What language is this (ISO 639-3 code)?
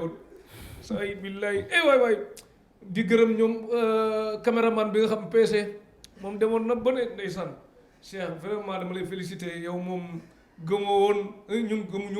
wol